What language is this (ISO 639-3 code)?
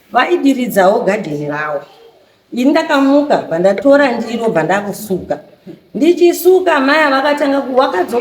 sna